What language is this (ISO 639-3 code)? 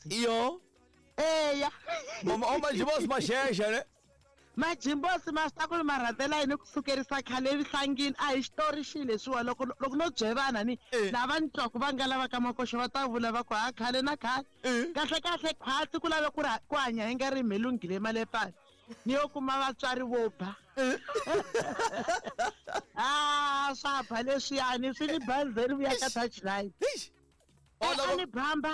tso